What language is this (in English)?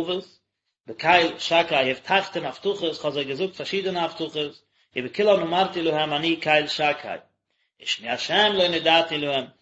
Yiddish